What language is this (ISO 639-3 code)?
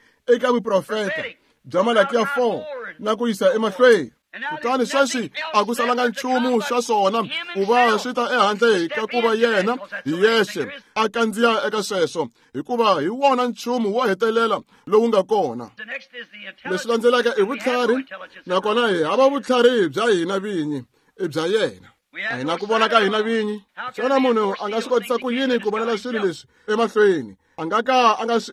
tso